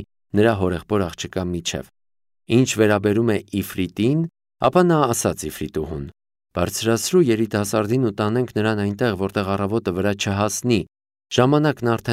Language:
Armenian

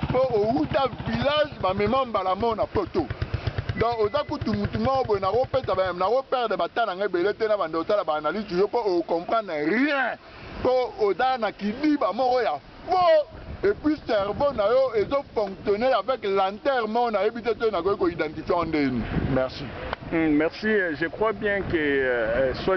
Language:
Lingala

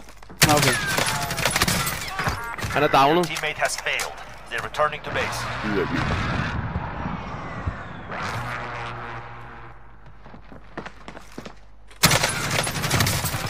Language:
Danish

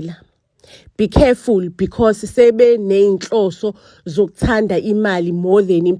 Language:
Zulu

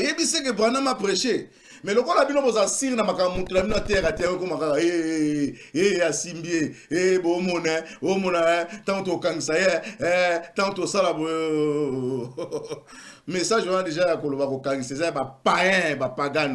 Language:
Lingala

